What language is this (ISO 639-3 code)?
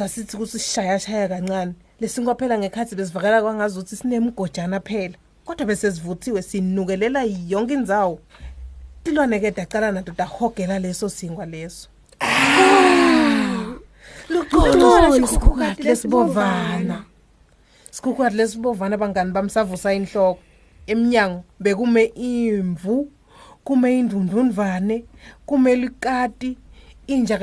ssw